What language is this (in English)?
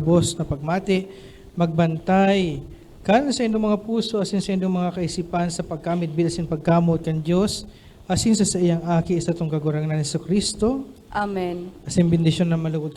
Bikol